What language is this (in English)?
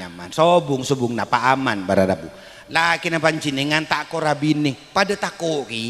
Madurese